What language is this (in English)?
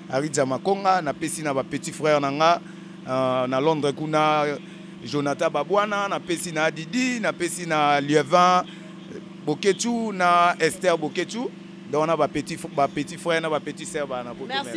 Lingala